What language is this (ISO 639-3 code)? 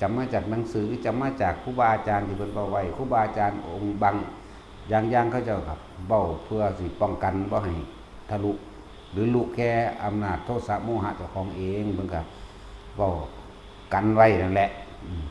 lao